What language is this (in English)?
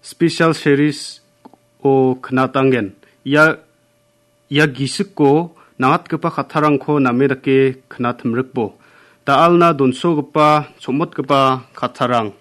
Garo